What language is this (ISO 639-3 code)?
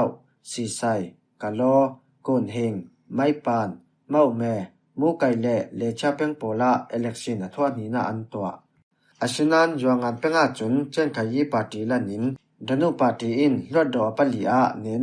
cfm